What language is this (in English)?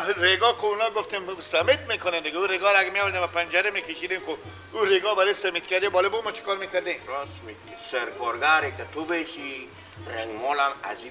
Persian